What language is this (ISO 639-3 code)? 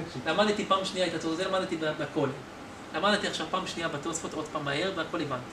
heb